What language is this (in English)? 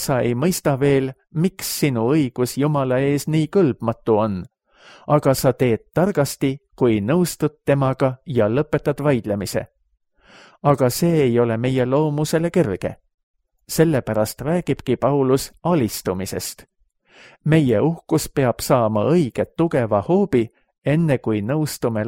Estonian